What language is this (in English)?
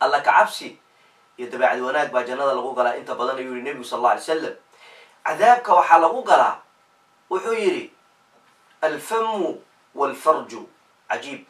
Somali